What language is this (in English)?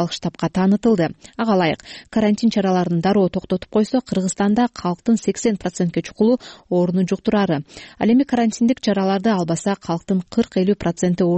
Kyrgyz